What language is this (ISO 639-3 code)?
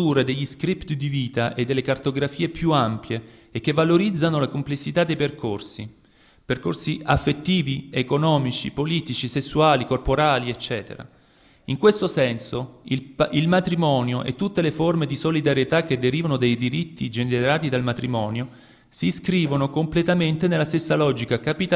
ita